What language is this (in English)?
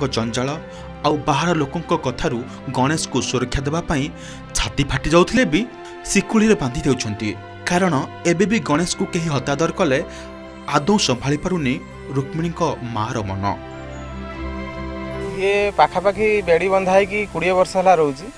Odia